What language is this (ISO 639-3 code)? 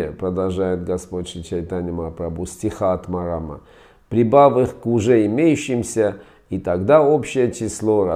rus